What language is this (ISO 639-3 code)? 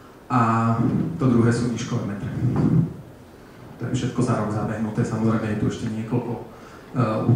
slk